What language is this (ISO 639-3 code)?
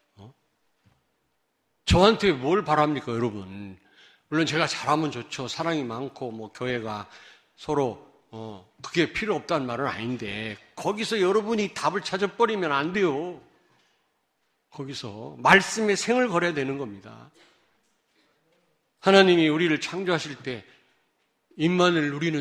kor